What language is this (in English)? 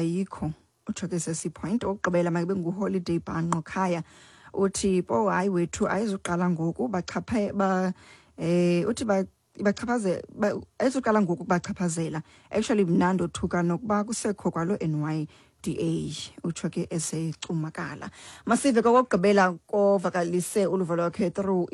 Xhosa